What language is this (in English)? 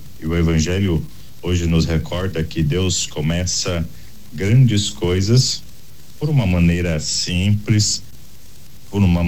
Portuguese